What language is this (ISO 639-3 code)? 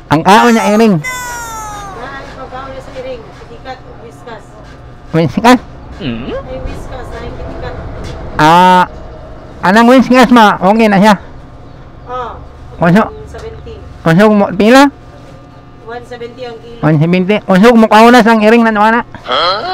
ceb